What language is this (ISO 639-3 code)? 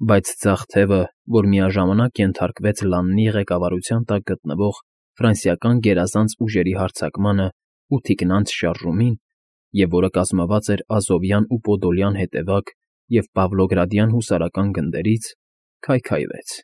hye